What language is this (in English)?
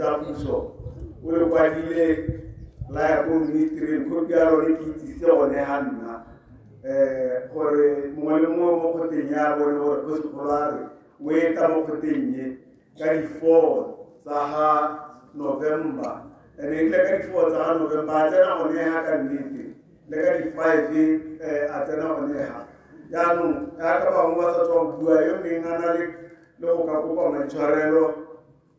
Tswana